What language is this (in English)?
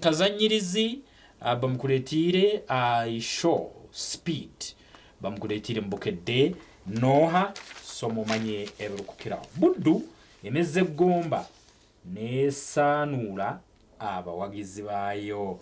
Nyankole